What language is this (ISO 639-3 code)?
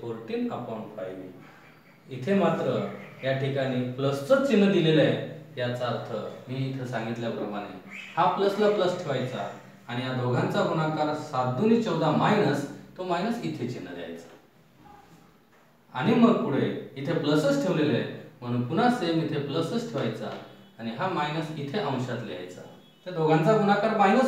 mar